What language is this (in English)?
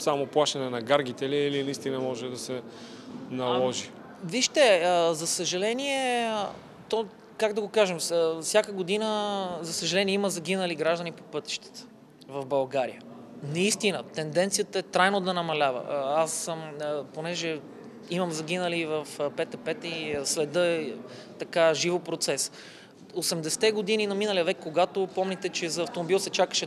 Bulgarian